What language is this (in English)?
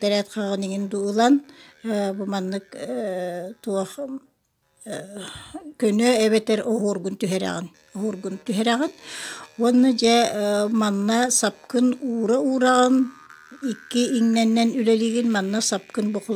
Yakut